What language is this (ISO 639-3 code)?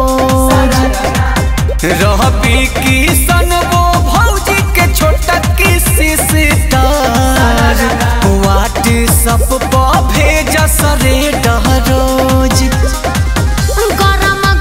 bho